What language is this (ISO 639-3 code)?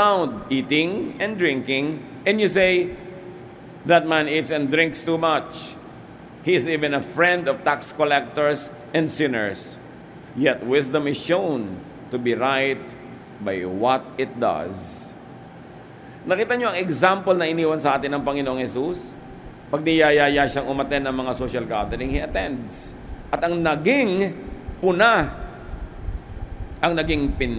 fil